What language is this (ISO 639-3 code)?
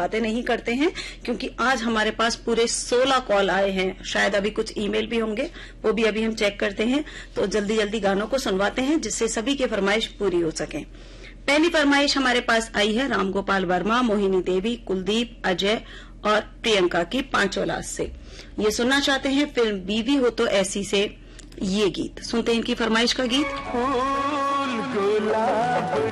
hin